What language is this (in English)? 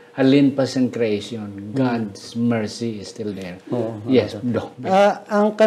Hiligaynon